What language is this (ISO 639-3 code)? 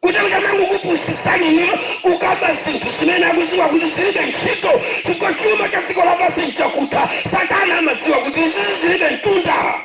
nya